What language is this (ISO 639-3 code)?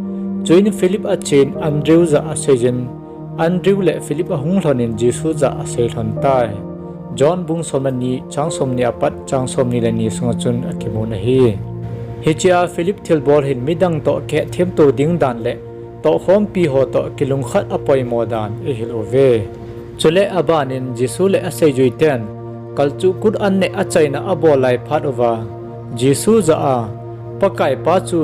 tcz